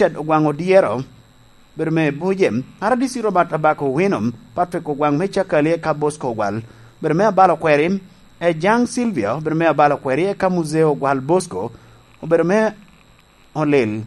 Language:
Lango (Uganda)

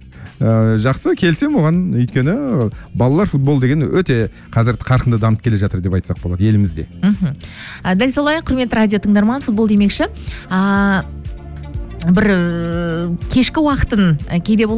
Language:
Kazakh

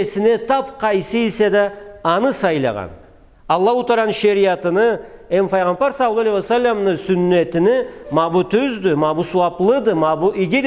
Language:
Karachay-Balkar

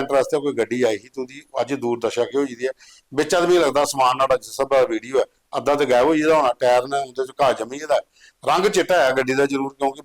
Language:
Dogri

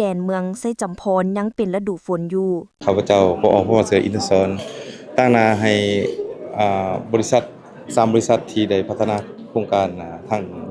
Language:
Lao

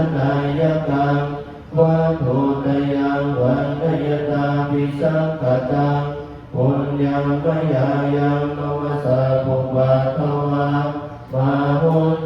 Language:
Pali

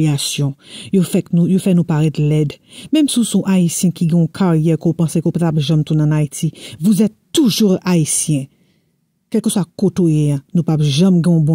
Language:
Haitian Creole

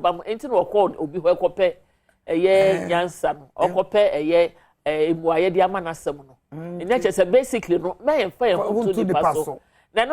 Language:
Akan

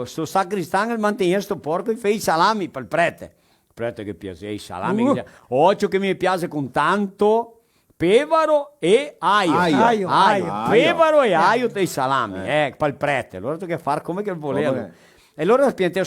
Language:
Venetian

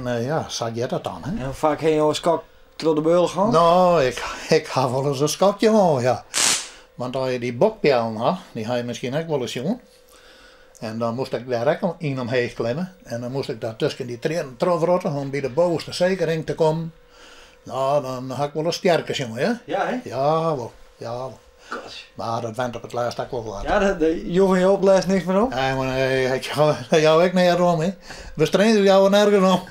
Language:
Western Frisian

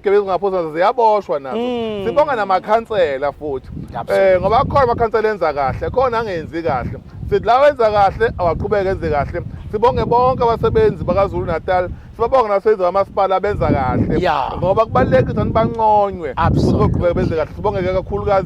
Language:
Zulu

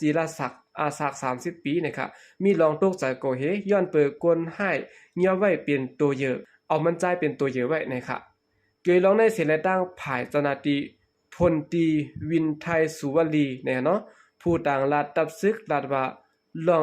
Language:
Shan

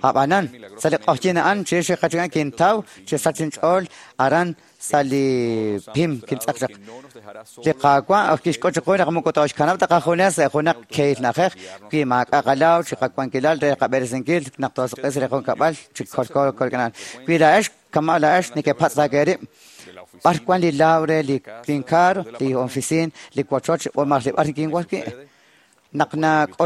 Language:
Kekchí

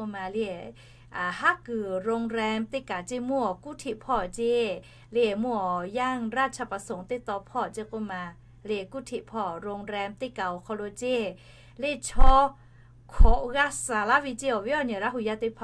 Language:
Lahu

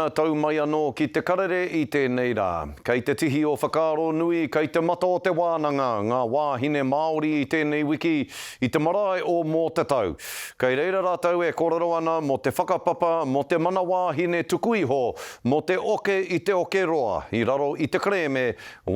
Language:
Māori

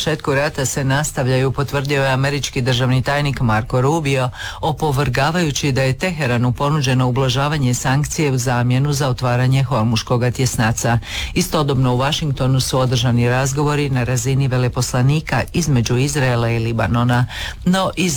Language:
Croatian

